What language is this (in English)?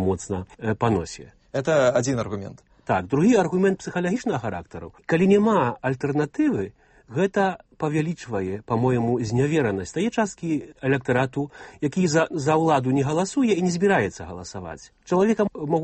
Belarusian